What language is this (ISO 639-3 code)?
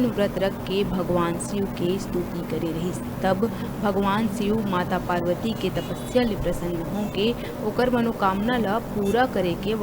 hne